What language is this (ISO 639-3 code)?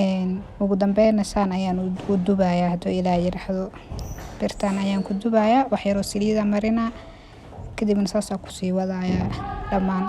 som